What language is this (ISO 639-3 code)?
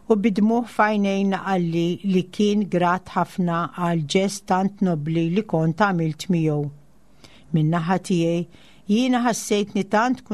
mlt